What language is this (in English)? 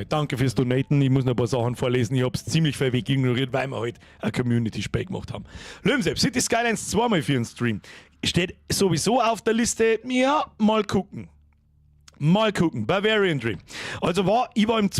Bavarian